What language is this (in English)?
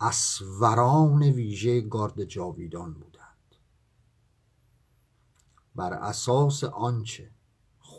Persian